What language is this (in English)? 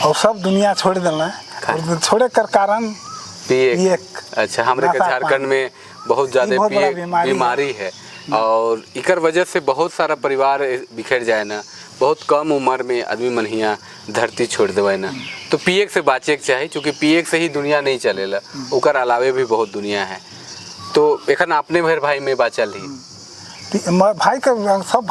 Sadri